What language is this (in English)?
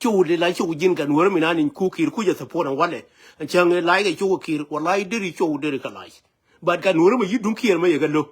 Nuer